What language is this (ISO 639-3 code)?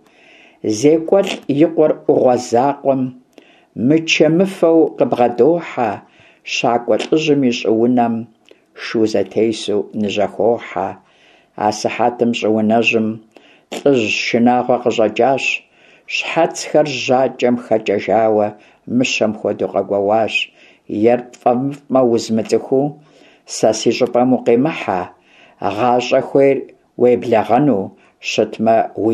kbd